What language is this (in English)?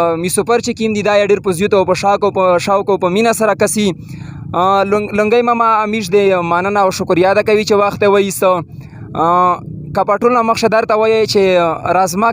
Pashto